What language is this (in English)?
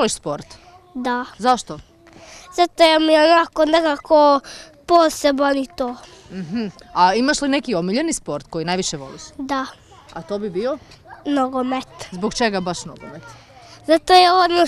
Croatian